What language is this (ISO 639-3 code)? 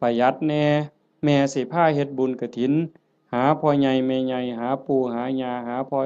tts